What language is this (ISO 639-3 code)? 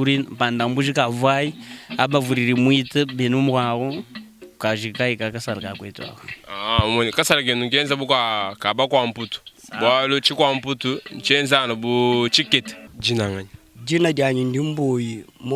lua